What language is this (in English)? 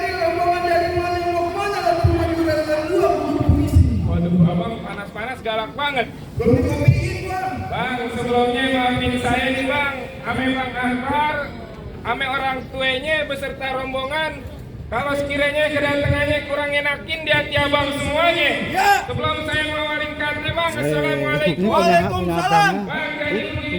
Betawi